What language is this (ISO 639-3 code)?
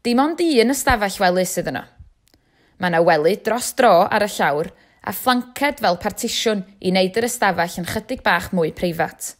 cym